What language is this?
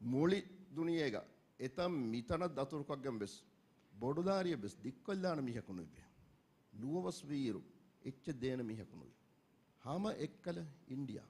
Divehi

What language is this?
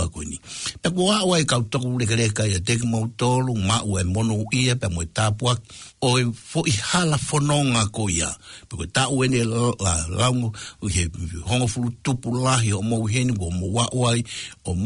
Tongan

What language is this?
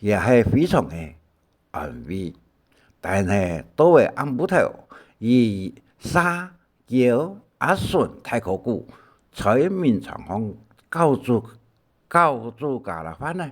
Hakka Chinese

